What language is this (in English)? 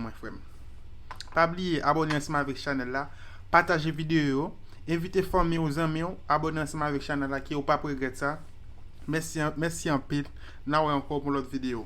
Haitian Creole